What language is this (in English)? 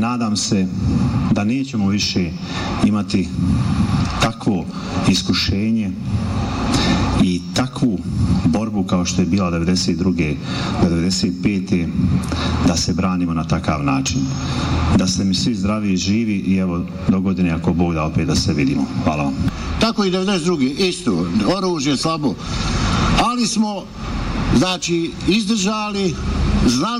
Bosnian